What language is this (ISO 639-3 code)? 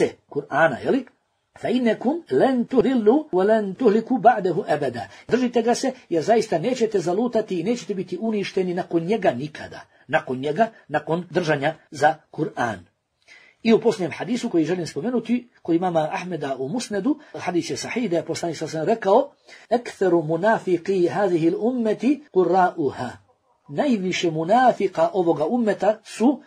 bos